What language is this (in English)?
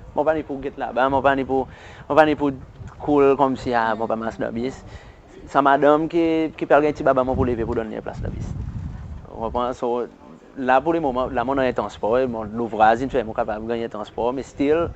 Seselwa Creole French